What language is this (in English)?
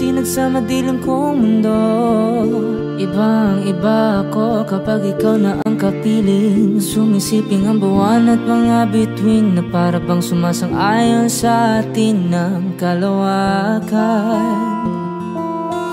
Filipino